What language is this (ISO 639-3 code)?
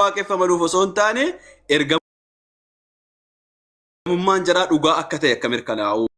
orm